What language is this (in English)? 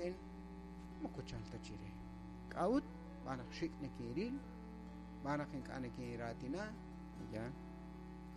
Kekchí